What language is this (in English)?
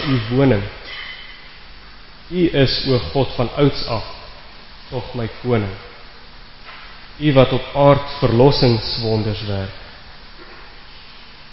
Afrikaans